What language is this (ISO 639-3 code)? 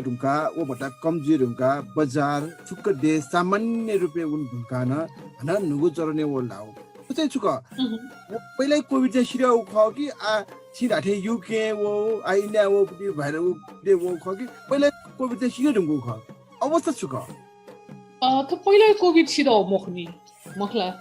new